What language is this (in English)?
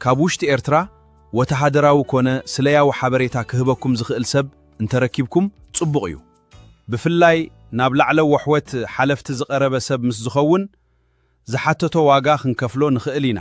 Tigrinya